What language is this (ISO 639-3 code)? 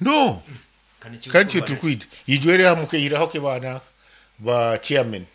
nyn